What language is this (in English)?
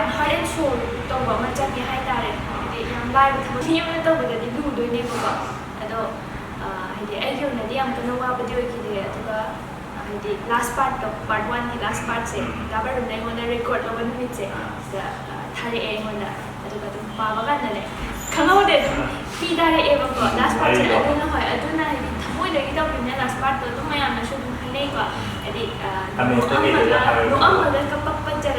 Manipuri